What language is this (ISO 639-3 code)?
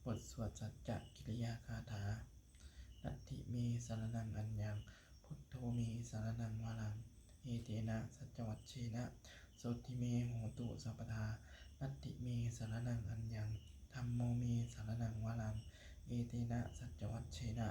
pli